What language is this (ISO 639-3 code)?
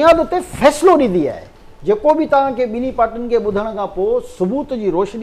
snd